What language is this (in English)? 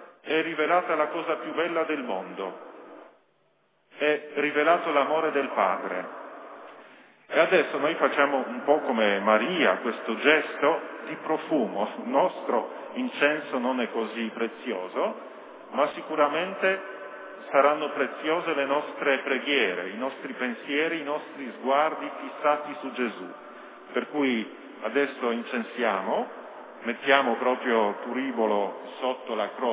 Italian